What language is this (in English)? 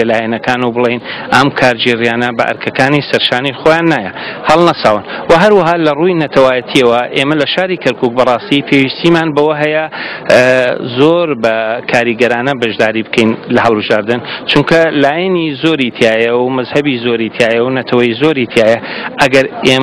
Central Kurdish